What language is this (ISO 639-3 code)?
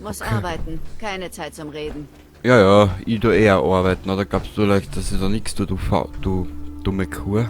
bar